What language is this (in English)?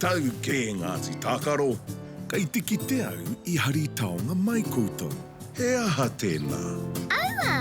Māori